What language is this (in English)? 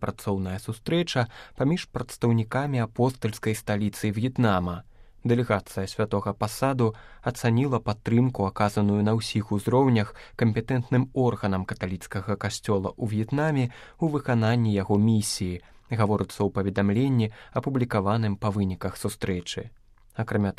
Belarusian